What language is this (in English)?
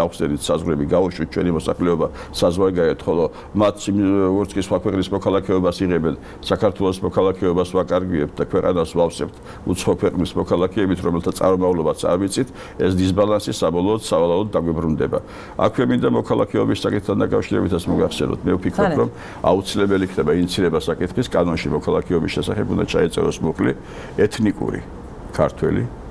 Georgian